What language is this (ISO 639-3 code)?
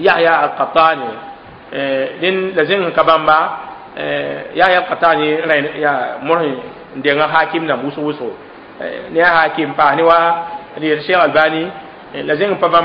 mos